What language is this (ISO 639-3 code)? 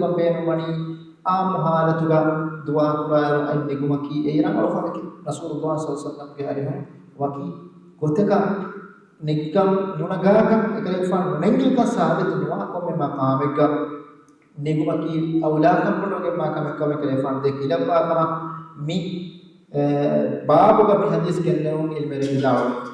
div